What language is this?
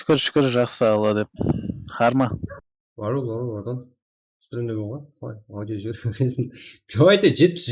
Kara-Kalpak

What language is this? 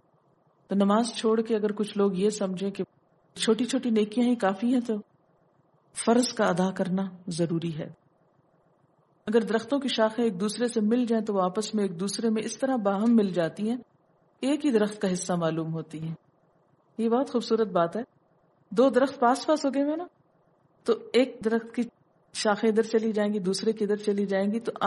Urdu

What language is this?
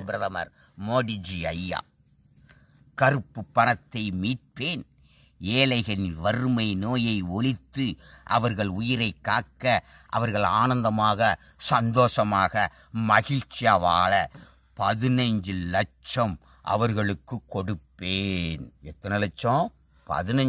Tamil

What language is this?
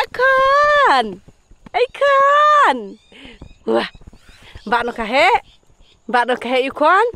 Khasi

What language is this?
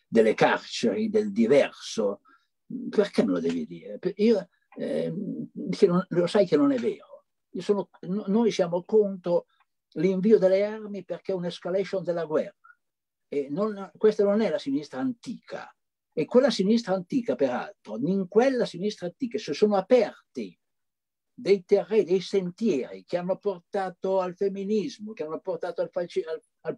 Italian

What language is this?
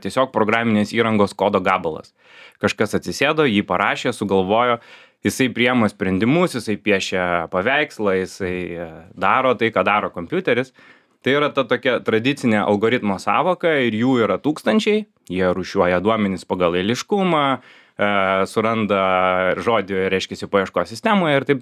Lithuanian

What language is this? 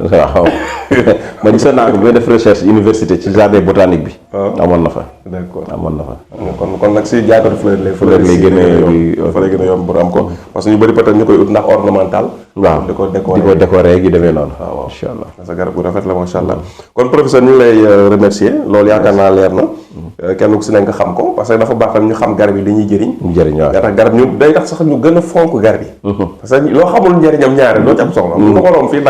Wolof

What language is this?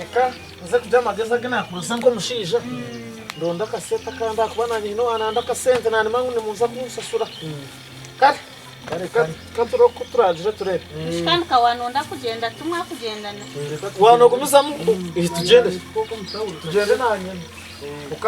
Nyankole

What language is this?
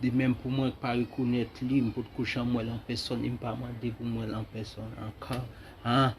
Haitian Creole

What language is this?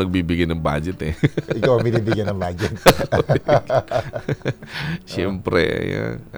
Filipino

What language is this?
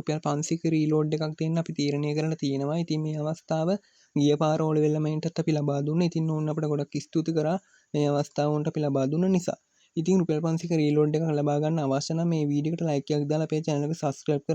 Sinhala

